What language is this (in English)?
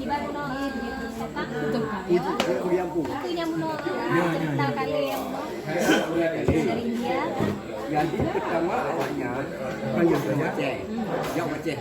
Achinese